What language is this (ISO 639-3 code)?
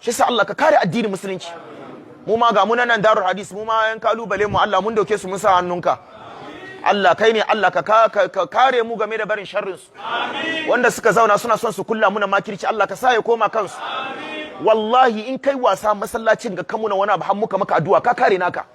hau